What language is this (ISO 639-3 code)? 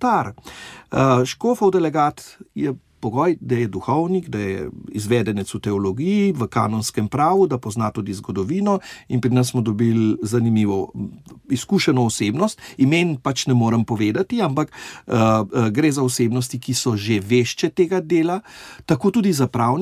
slv